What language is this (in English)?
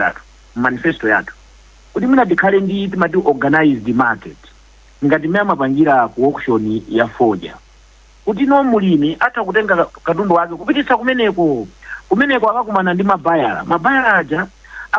Nyanja